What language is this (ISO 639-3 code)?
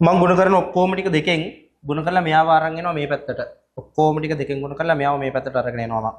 sin